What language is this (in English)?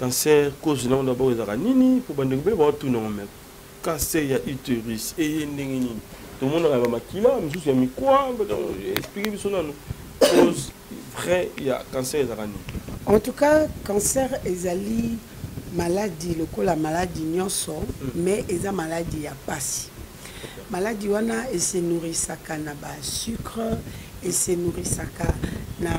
Lingala